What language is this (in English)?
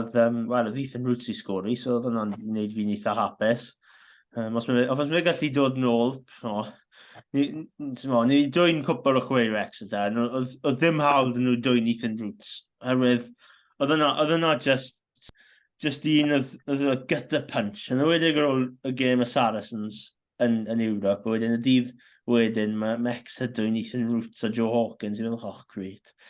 Welsh